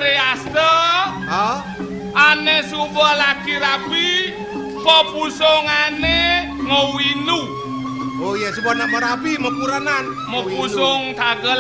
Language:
Balinese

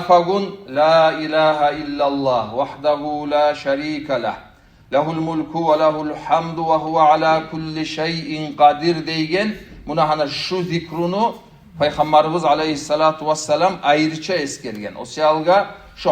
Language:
Kumyk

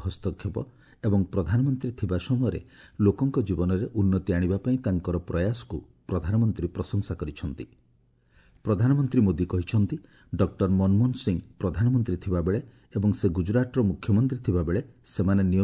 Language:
Odia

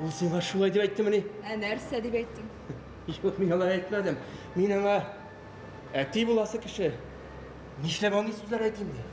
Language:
Tatar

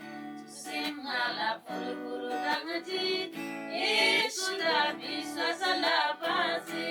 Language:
Eastern Tamang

